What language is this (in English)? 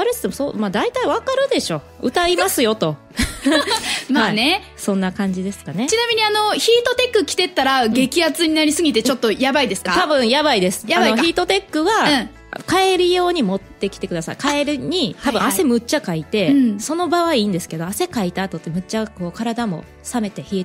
Japanese